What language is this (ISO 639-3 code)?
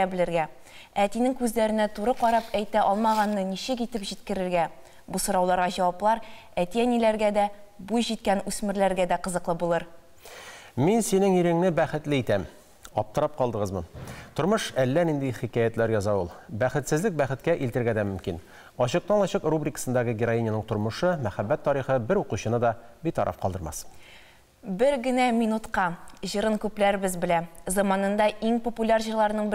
tat